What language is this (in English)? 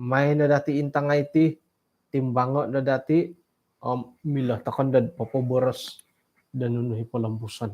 Central Dusun